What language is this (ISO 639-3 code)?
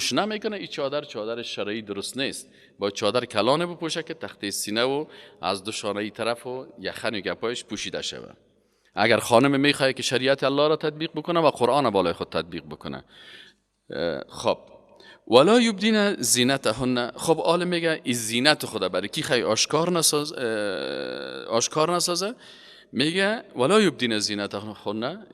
fas